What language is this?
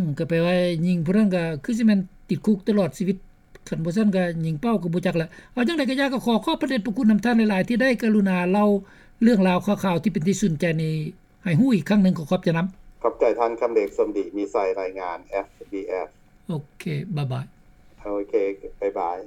Lao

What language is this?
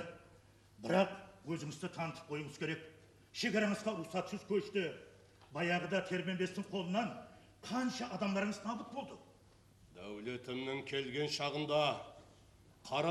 Kara-Kalpak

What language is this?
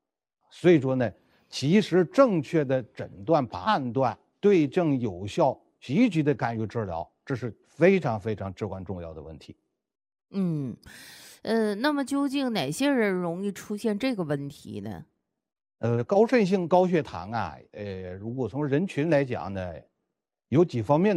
Chinese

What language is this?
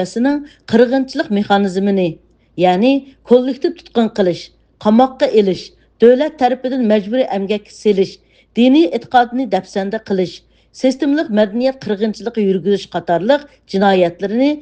Uyghur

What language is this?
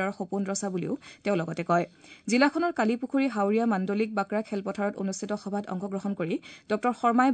Assamese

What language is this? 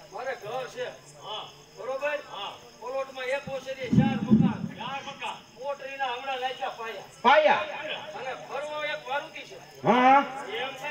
Gujarati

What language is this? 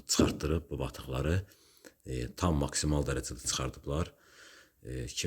Azerbaijani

